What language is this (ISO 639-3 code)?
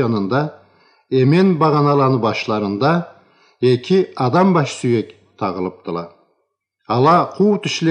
krc